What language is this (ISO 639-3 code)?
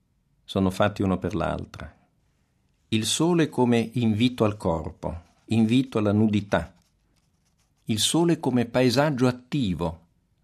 ita